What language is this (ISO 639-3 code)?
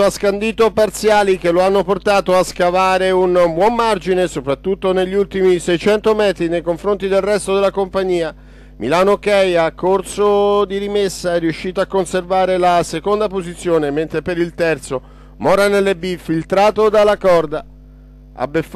ita